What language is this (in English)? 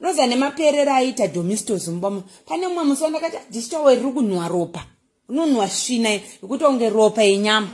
Shona